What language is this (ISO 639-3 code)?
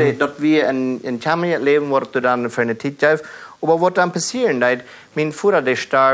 pdt